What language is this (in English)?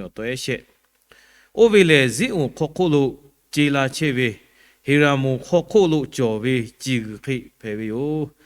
Lahu